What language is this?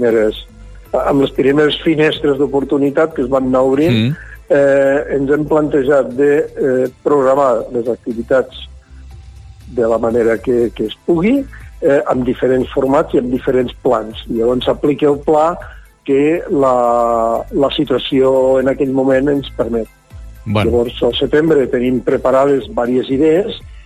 Catalan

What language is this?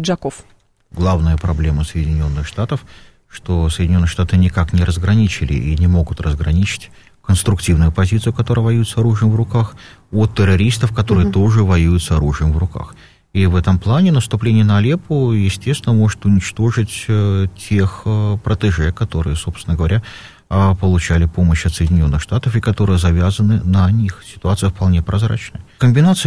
Russian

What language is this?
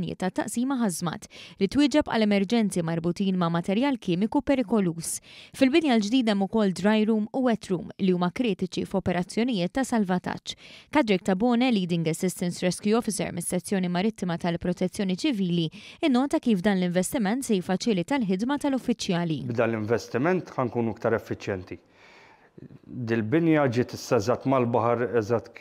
Maltese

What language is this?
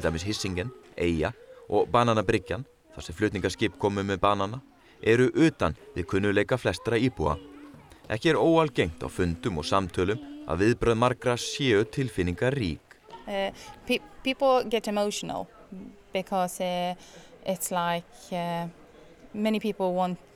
Icelandic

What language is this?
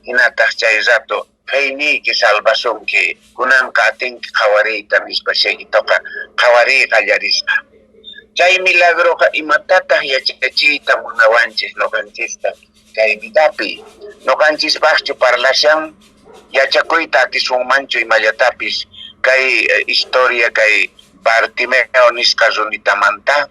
Quechua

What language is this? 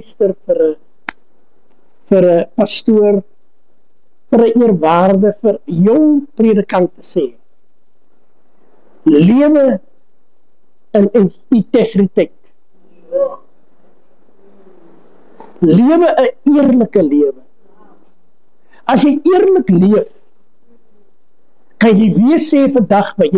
Afrikaans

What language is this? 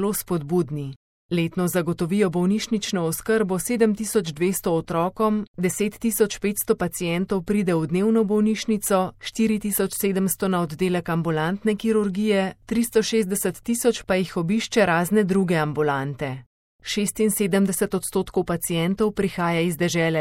Slovenian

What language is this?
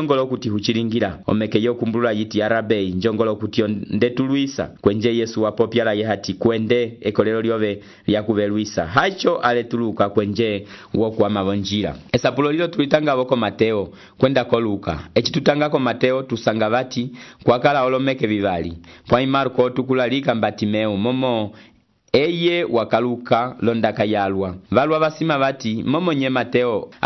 Umbundu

